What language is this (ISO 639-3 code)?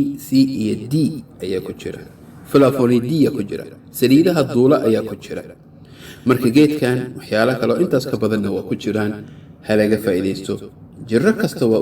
som